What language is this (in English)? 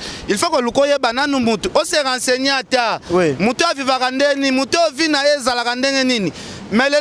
Lingala